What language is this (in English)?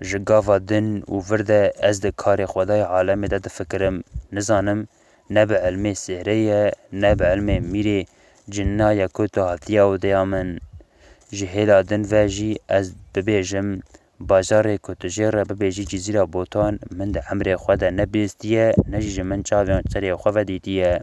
Kurdish